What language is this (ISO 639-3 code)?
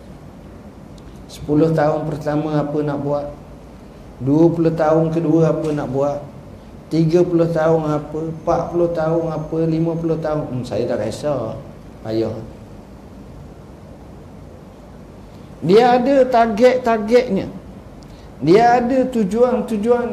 msa